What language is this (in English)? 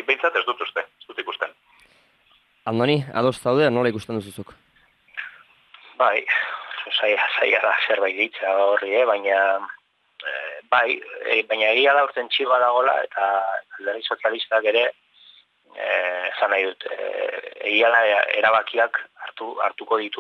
Basque